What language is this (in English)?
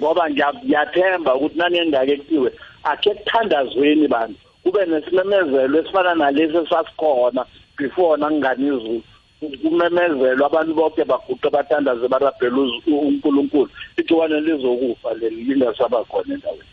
South Ndebele